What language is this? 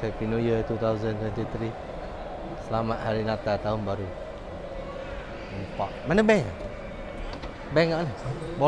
Malay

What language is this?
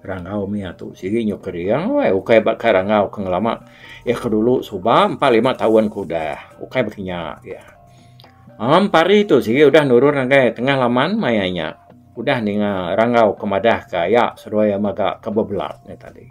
Iban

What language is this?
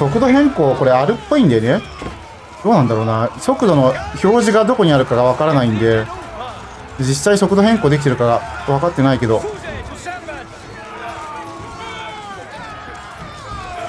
Japanese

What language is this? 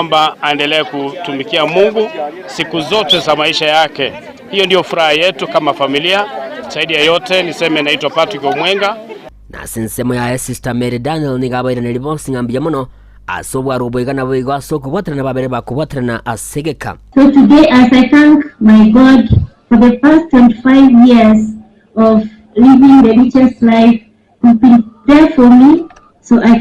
Gusii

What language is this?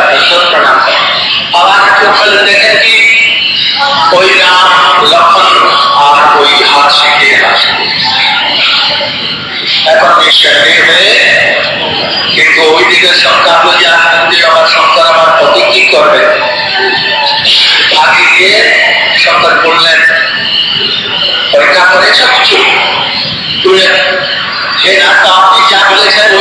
Bangla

